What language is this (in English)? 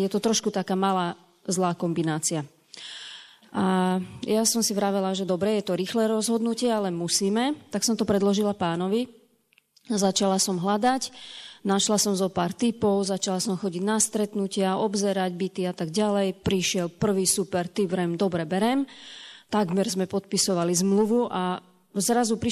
Slovak